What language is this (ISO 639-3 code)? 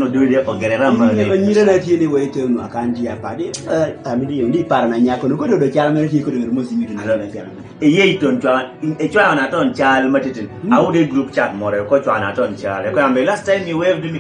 kdi